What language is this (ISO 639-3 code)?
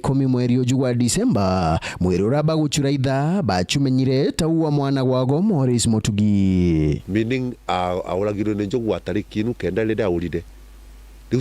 mer